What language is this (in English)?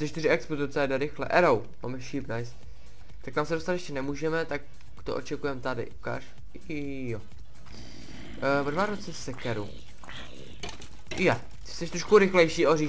Czech